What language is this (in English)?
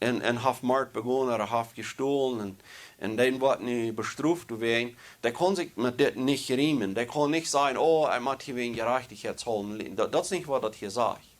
Plautdietsch